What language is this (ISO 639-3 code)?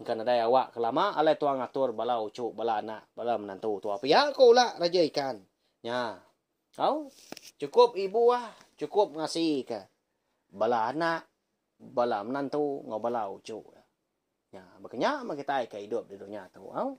iba